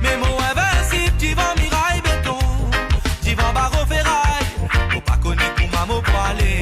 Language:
Morisyen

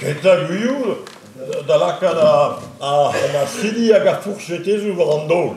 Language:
Breton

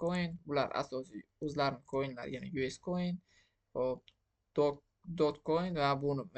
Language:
Uzbek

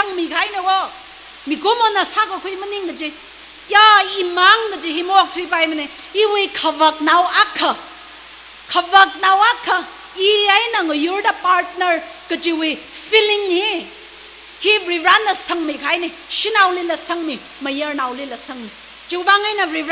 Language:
Tangkhul Naga (India)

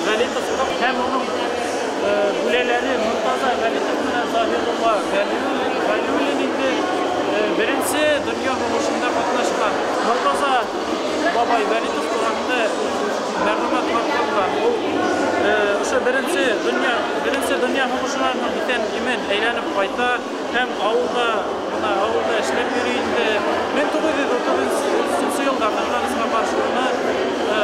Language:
Bashkir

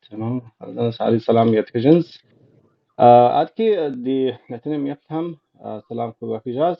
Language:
Kabardian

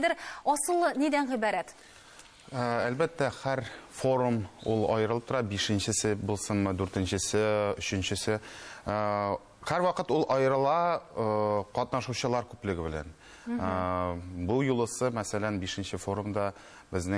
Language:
Tatar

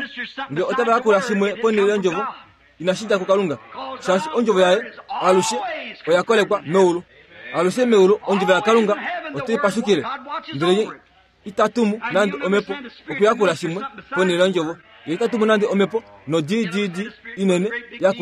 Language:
Kuanyama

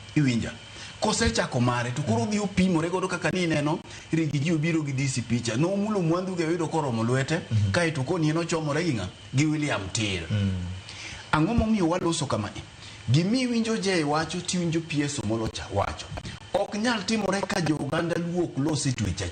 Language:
Luo (Kenya and Tanzania)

